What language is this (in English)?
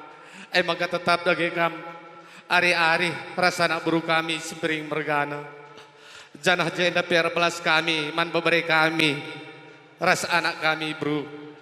Batak Karo